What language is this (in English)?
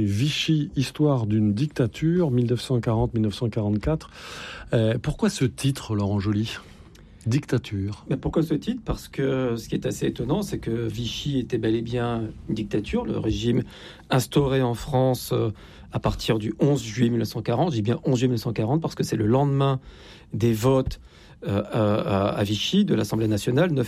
French